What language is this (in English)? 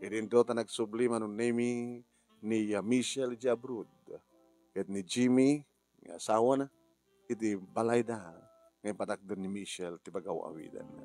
Iloko